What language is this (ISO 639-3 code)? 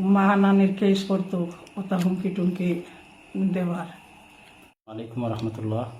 syl